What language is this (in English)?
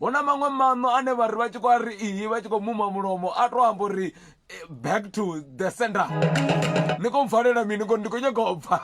Venda